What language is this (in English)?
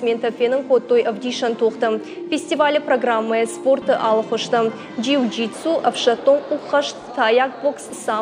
Ossetic